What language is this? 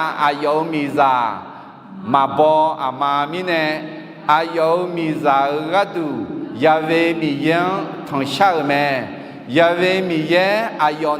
Akha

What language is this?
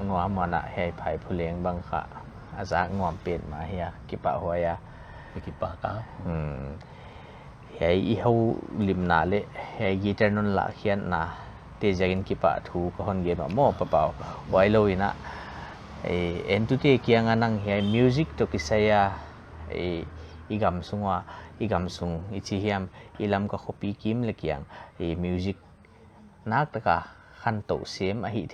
Paite Chin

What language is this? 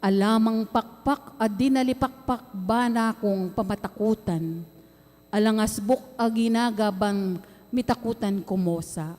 Pampanga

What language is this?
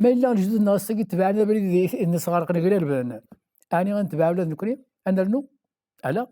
Kabyle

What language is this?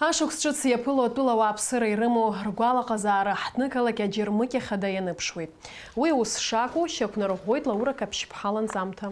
Abkhazian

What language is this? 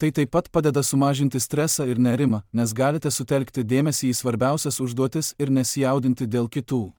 Lithuanian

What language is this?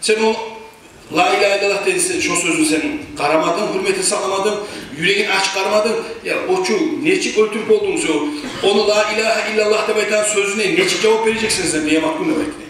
Kumyk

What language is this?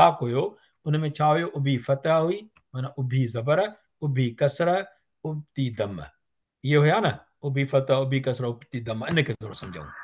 Sindhi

